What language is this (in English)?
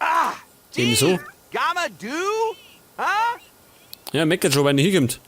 Bavarian